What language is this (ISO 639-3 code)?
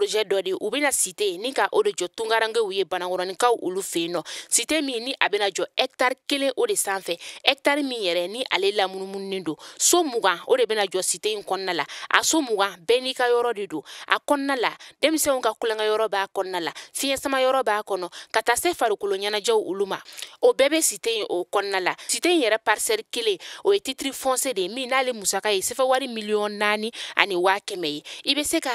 bam